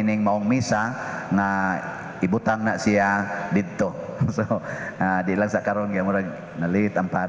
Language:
Cebuano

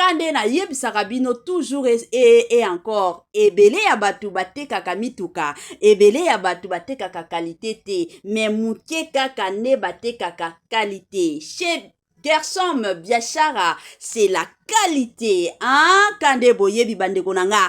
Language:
Lingala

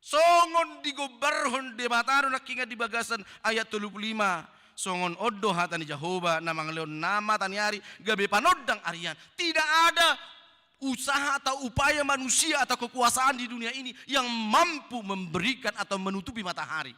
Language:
Batak Toba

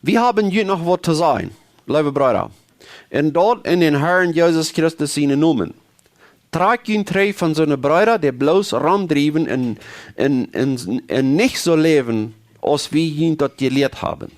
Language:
Plautdietsch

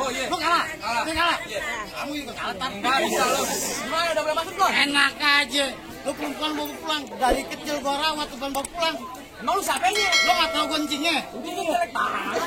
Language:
Betawi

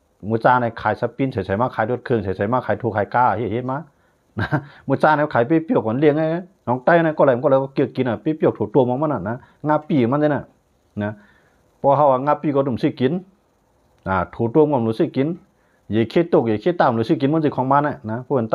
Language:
Shan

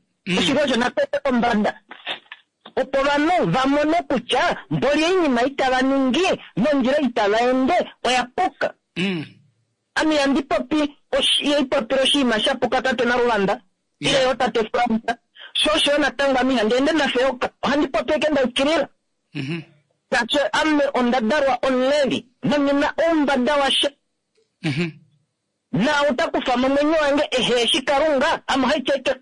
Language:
Kuanyama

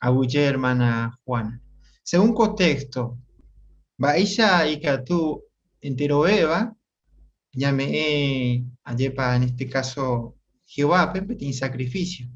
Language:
Guarani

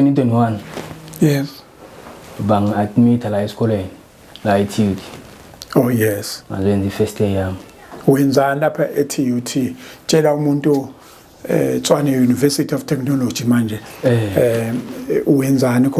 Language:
Zulu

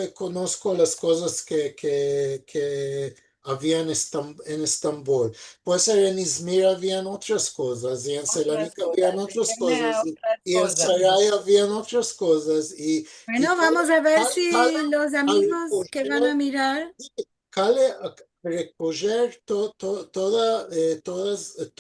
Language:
Ladino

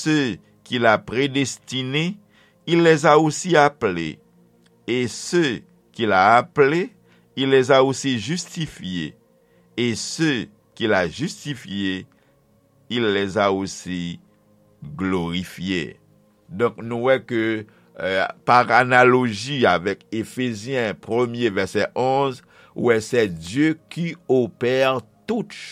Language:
Haitian Creole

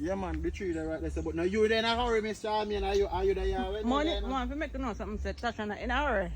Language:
Jamaican Creole English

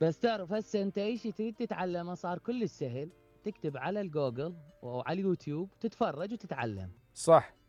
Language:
Mesopotamian Arabic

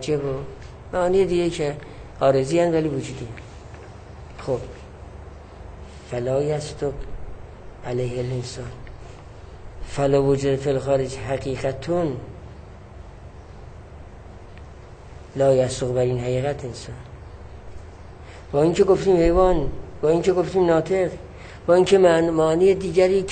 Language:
Persian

